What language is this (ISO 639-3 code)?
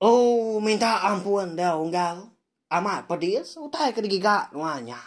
iba